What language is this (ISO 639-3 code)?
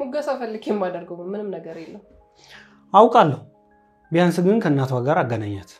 amh